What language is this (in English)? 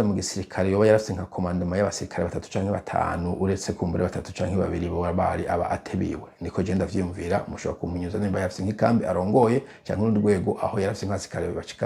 Rundi